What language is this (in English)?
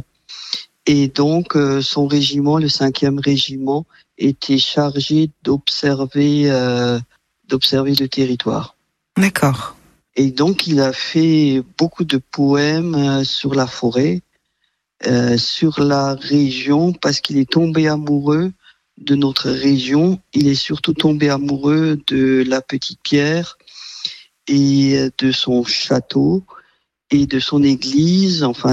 French